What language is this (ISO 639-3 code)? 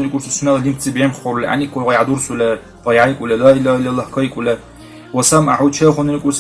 dar